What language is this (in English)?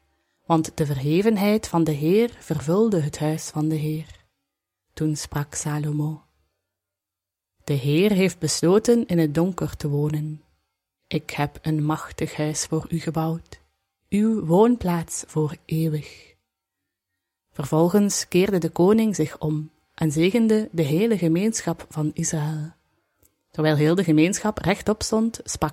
Dutch